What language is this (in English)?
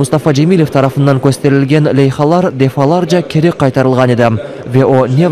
Crimean Tatar